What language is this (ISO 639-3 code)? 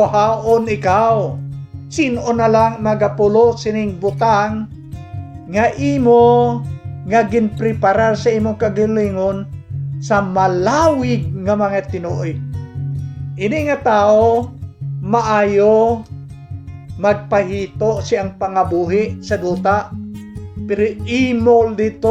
hil